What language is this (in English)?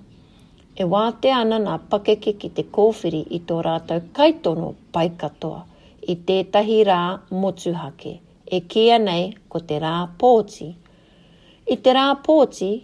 Māori